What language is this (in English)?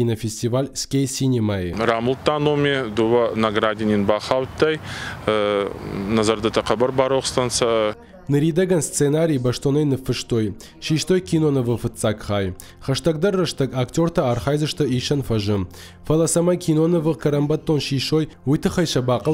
Ossetic